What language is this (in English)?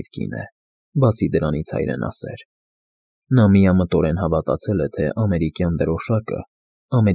Armenian